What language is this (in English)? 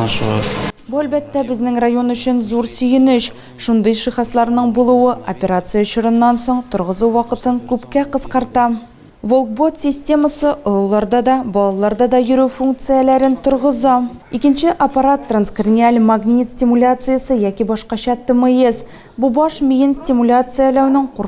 Tatar